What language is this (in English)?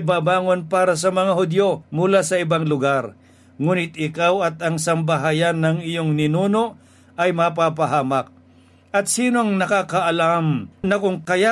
Filipino